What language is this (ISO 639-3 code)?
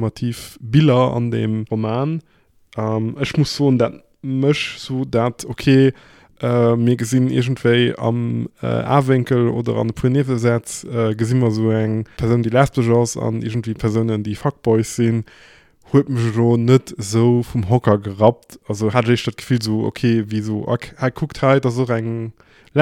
ltz